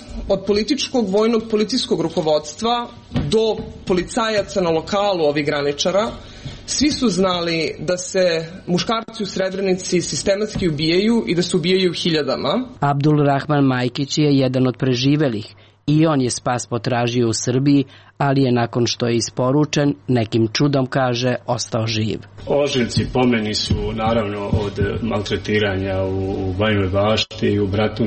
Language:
Serbian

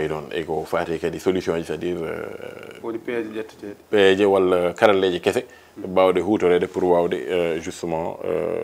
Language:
Fula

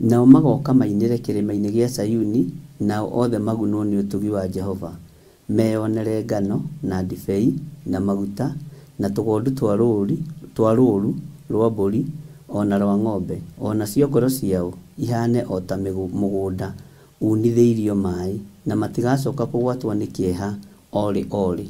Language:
Kikuyu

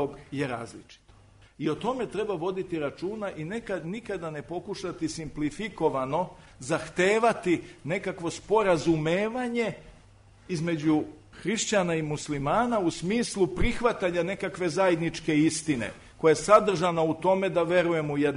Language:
Serbian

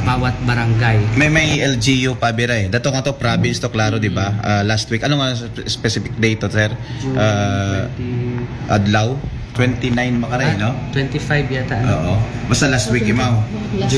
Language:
Aklanon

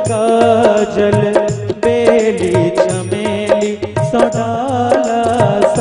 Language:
Maithili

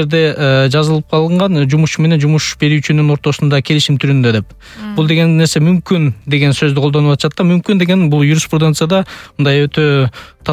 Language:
Kyrgyz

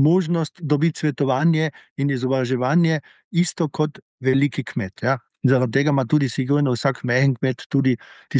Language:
Slovenian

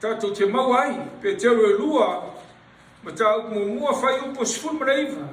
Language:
Samoan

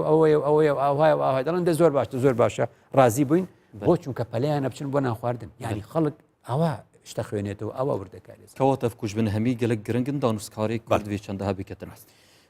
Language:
Central Kurdish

